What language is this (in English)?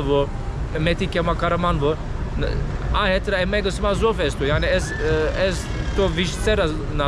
Zaza